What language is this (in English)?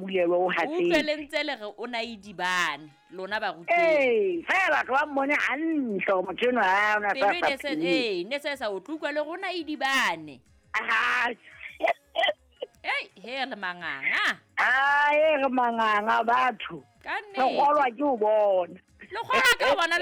Southern Sotho